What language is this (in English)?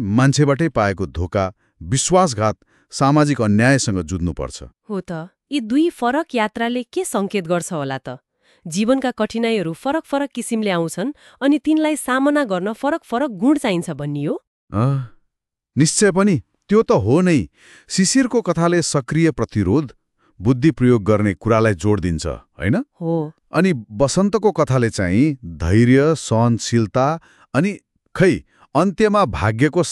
Nepali